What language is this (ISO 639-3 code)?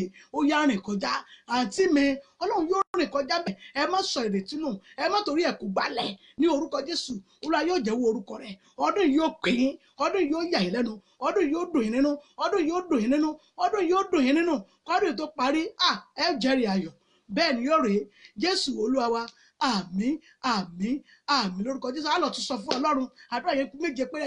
yor